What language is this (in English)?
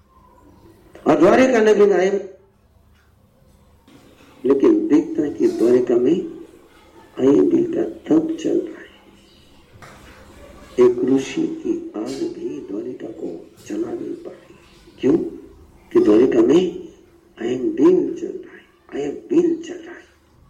Hindi